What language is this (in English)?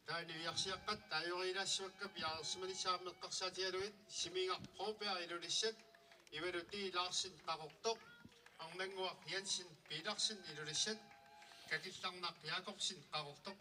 Kalaallisut